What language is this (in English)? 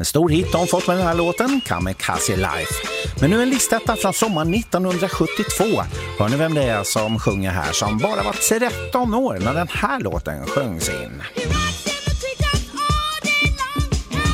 Swedish